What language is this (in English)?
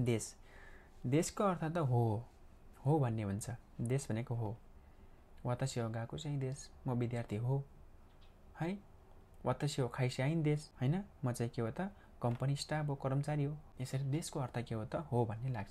Nepali